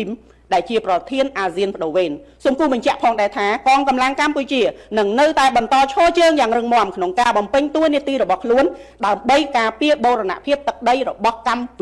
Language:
Khmer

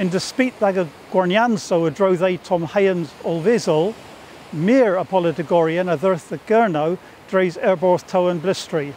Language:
Cornish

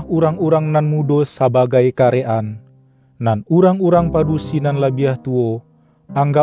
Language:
Minangkabau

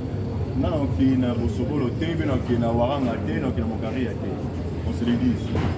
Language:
Lingala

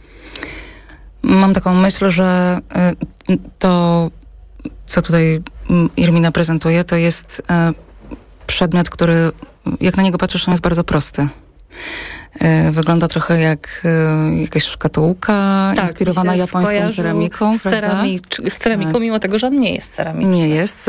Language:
Polish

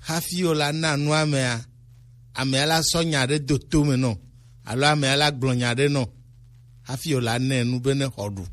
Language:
Gen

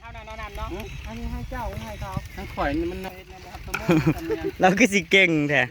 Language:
Northeastern Thai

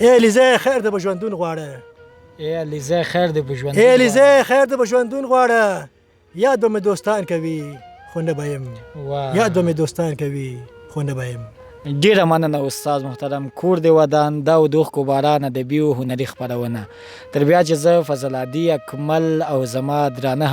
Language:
Pashto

